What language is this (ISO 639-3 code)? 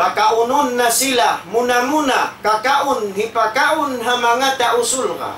tsg